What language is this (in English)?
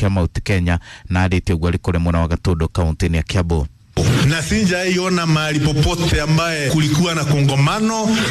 Kikuyu